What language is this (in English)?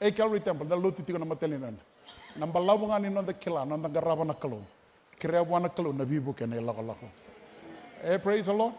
Fijian